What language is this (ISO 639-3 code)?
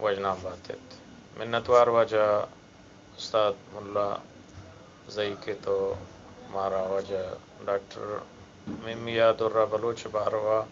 bgp